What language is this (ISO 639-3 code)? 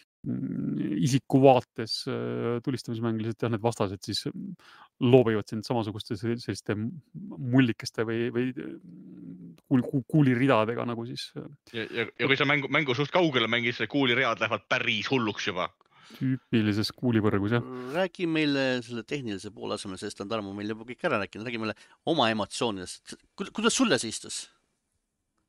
est